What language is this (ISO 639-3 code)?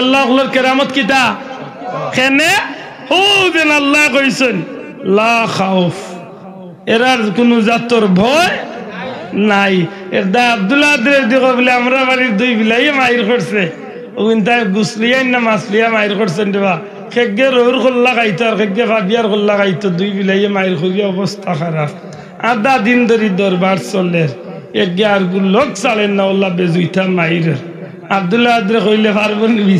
syl